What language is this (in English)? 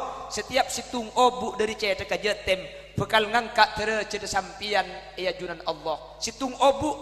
Madurese